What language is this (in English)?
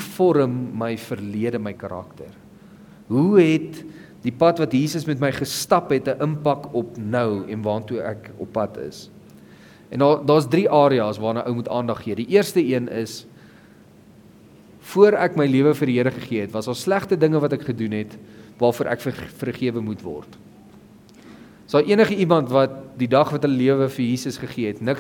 Afrikaans